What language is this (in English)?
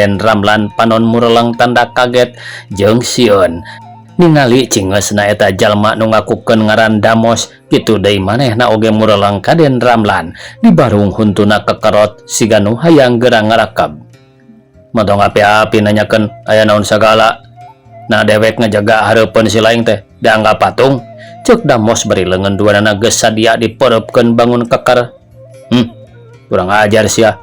Sundanese